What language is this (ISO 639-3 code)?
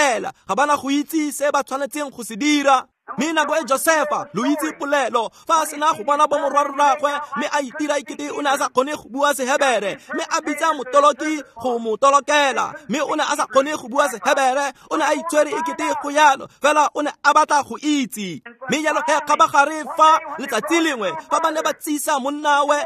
tsn